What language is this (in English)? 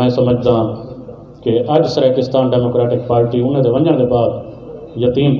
Saraiki